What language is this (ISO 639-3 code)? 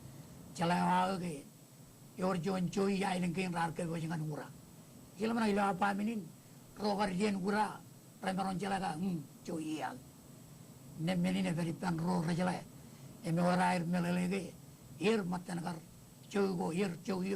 mah